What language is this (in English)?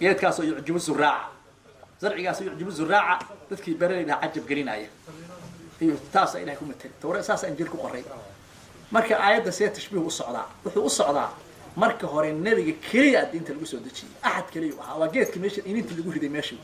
Somali